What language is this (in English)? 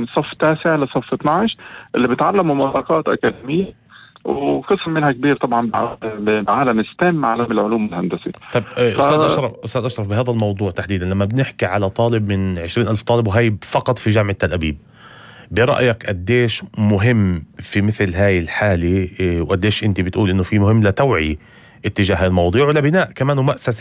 North Levantine Arabic